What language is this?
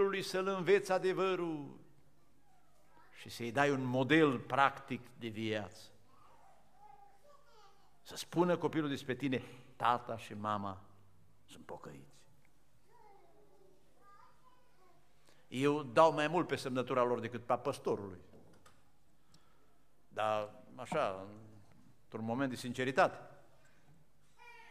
Romanian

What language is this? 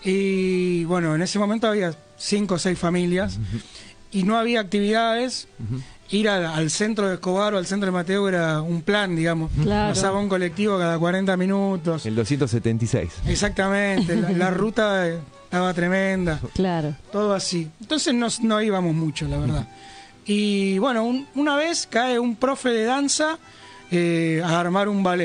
Spanish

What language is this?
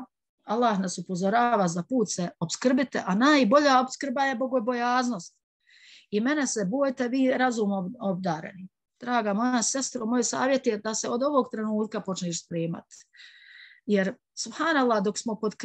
Bosnian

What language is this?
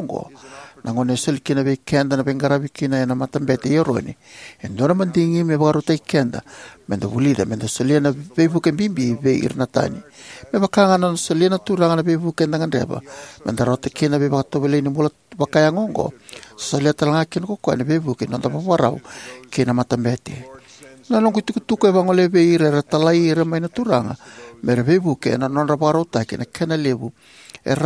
Fijian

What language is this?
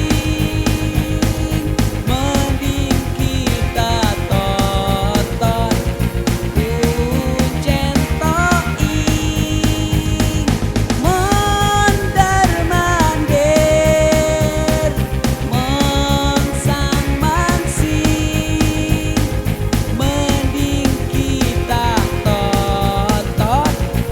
Betawi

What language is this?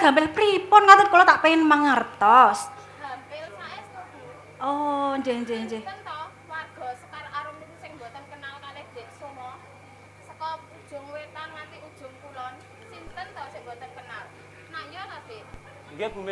Javanese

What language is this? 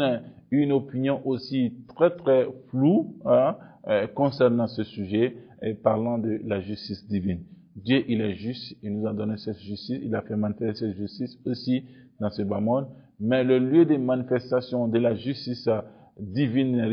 French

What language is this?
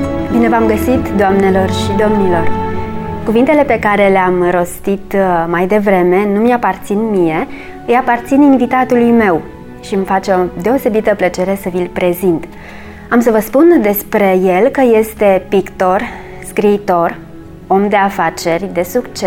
Romanian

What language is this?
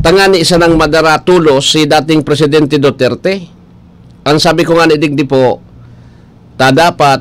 Bikol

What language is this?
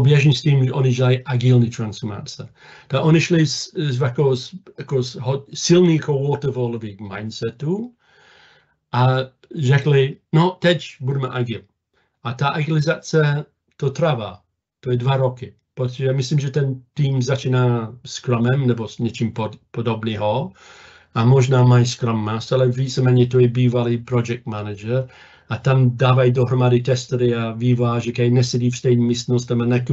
Czech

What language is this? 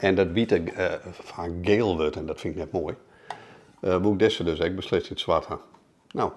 Western Frisian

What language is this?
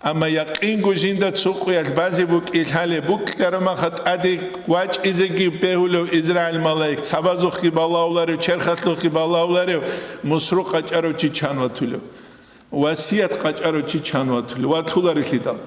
Avaric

